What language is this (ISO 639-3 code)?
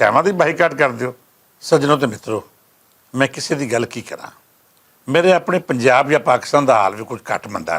lah